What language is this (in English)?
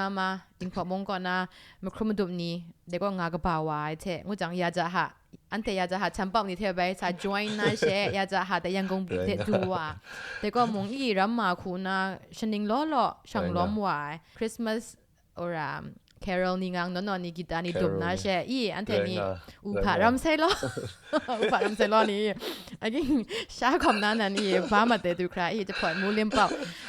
Kachin